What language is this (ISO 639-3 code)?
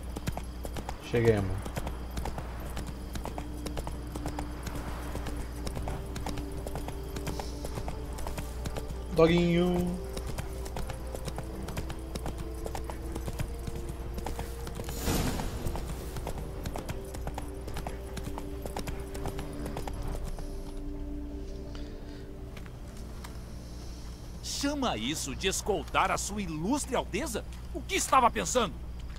por